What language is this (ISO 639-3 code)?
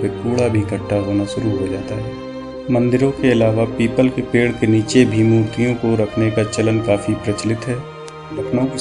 hin